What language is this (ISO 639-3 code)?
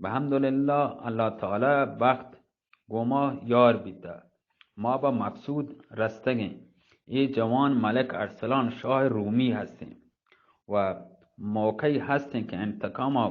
bgp